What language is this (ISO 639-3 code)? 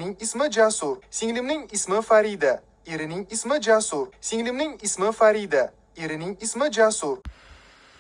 uzb